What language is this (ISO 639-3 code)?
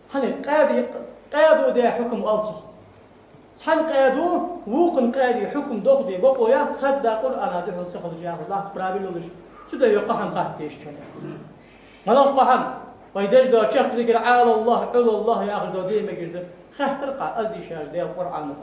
inh